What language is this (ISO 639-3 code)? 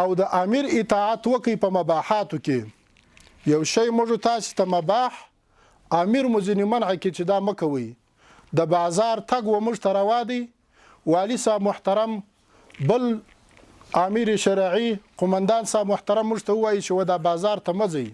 pus